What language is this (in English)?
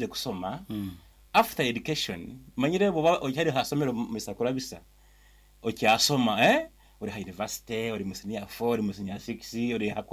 Nyoro